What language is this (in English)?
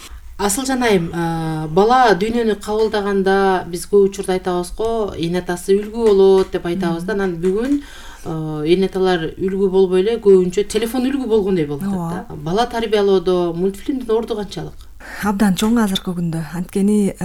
Kyrgyz